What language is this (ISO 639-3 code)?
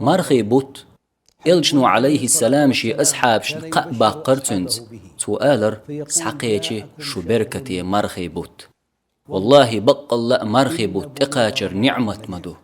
che